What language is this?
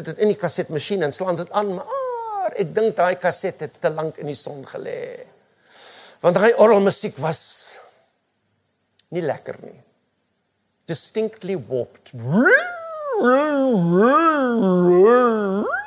Afrikaans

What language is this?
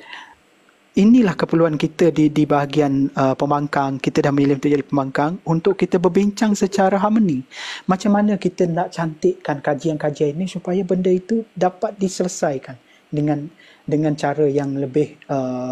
Malay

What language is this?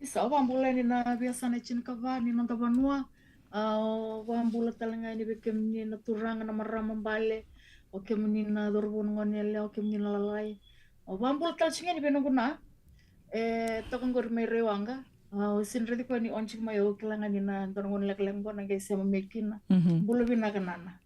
Fijian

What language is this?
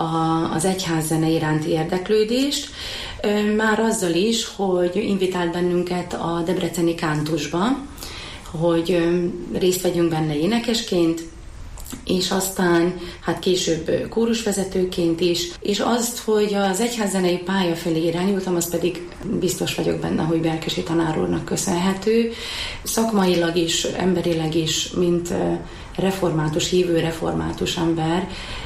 Hungarian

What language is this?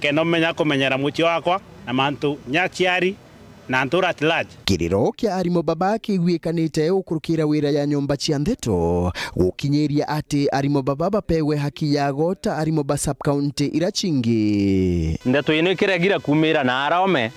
Meru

